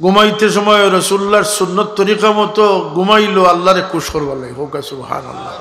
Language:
Sylheti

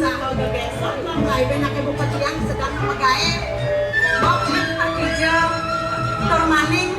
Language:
Balinese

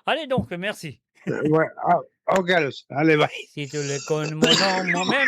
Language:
Morisyen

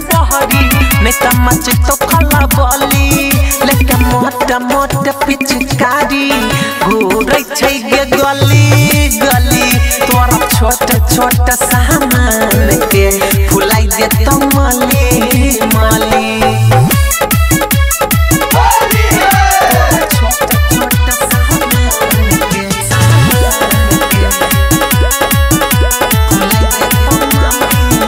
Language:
Bhojpuri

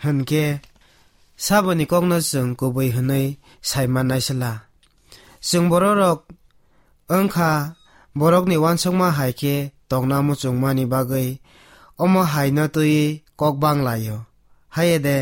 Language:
Kok Borok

